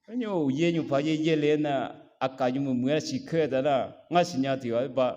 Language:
Akha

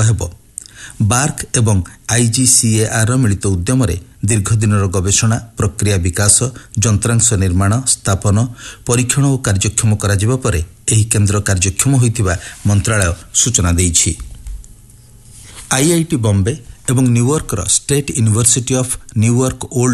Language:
Odia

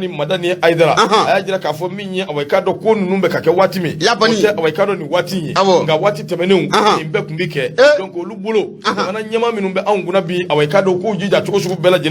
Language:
Bambara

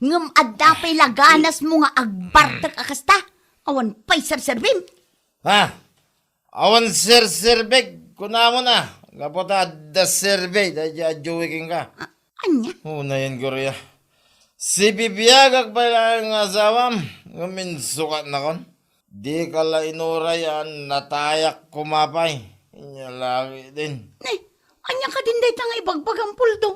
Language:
Iloko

